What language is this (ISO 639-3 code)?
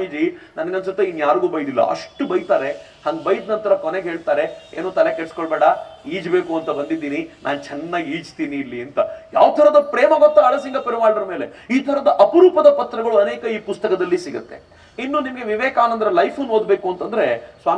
kan